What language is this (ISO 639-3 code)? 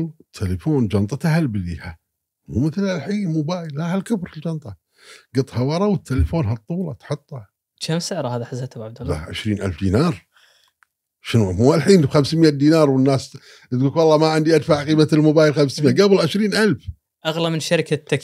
afb